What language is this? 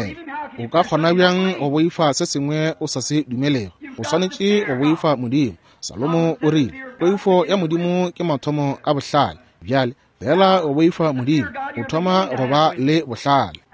Northern Sotho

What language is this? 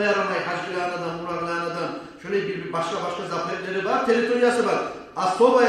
Kumyk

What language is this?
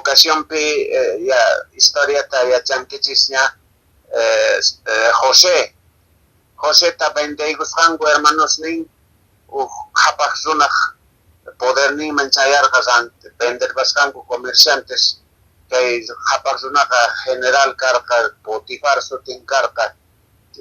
Quechua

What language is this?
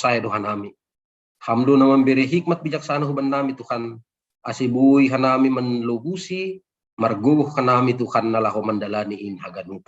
Batak Simalungun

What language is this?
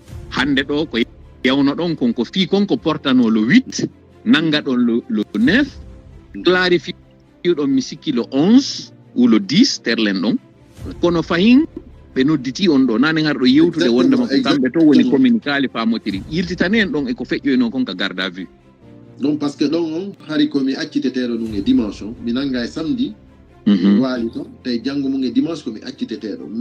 Fula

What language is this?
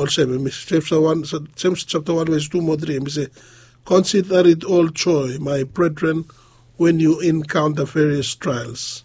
Bislama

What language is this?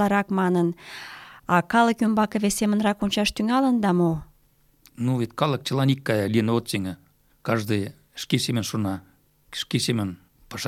Mari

